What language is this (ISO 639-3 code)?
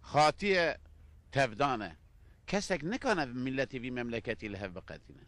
kur